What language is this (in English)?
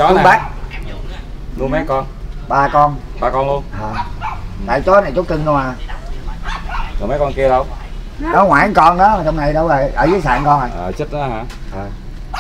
Vietnamese